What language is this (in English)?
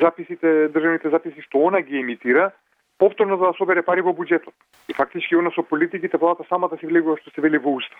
Macedonian